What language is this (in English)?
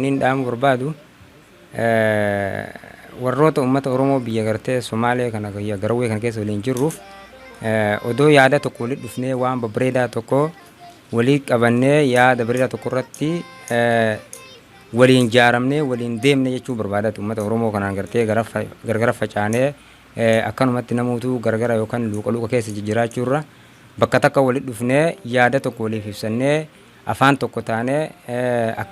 Oromo